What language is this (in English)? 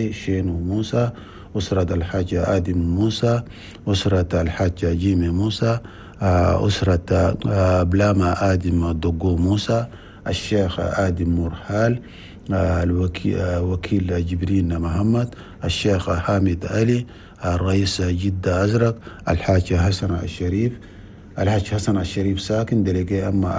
Chadian Arabic